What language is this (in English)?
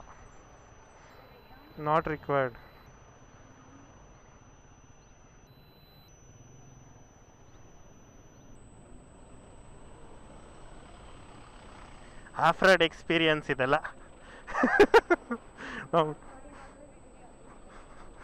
Kannada